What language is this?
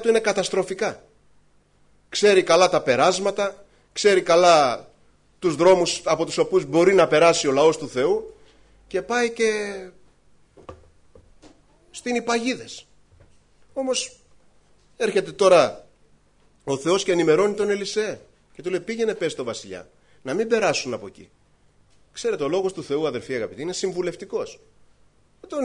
Greek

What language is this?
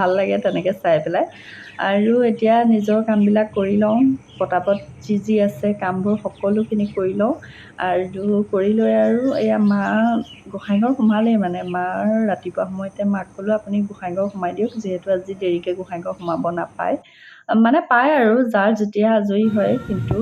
Assamese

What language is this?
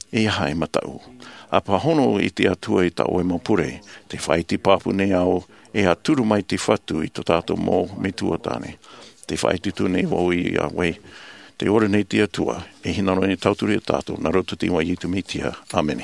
Tahitian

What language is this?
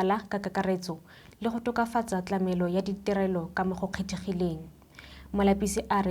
Tswana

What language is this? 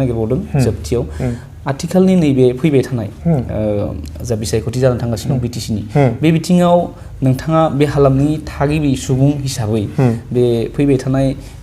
Bodo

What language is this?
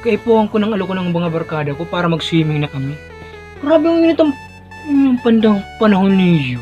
Bikol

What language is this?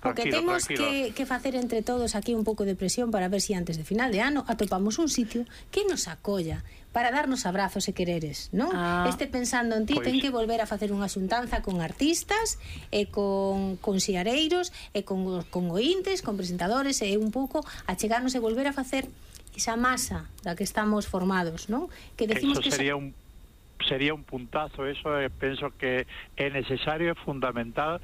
Galician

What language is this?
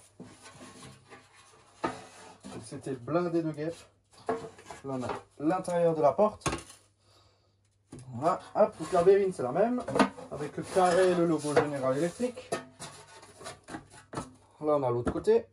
French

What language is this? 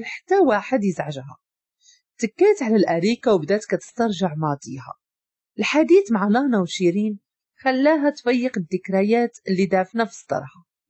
Moroccan Arabic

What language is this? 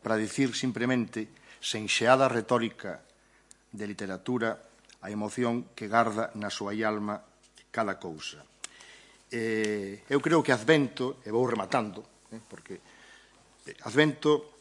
Galician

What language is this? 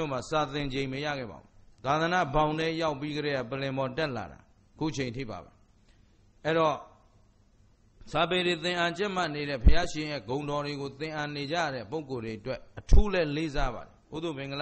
Burmese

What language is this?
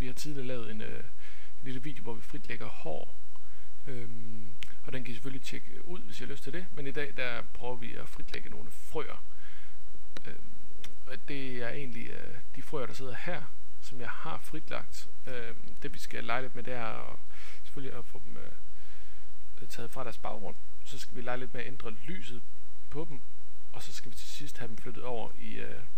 Danish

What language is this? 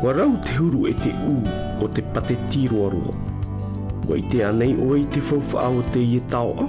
Tahitian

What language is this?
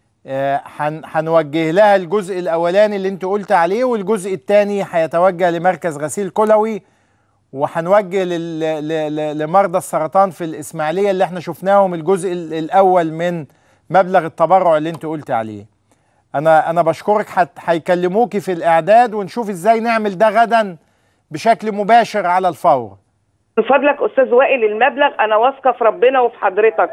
Egyptian Arabic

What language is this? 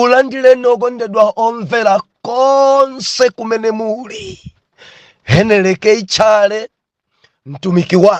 Nyanja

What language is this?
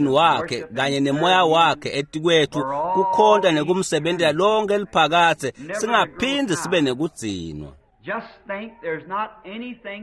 Swati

